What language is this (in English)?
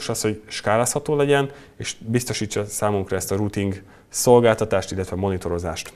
Hungarian